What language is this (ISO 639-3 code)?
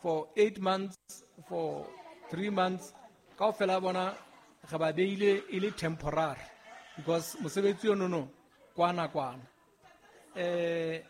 sot